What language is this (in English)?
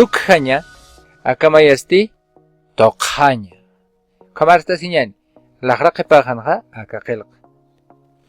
Aymara